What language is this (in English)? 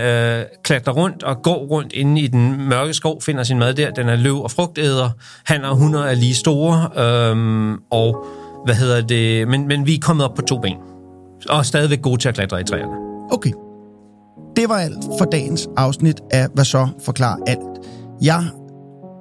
Danish